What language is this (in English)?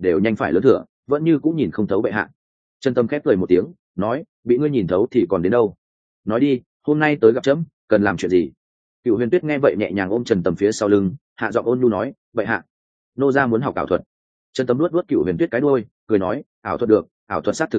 Vietnamese